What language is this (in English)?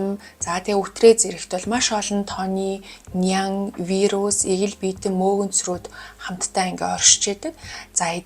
Mongolian